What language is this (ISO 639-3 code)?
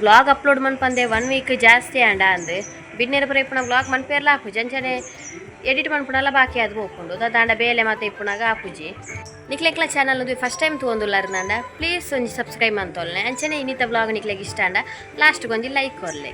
tcy